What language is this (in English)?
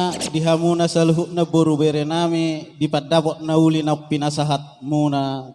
Batak Toba